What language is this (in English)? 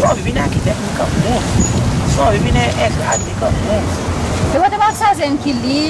Seselwa Creole French